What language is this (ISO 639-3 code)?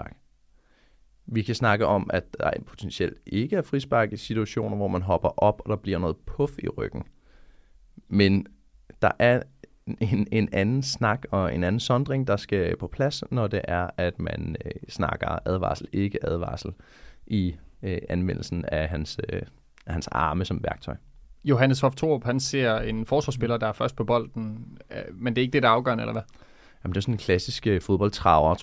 dan